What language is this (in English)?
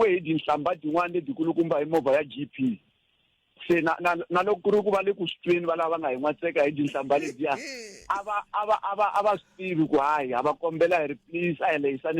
Tsonga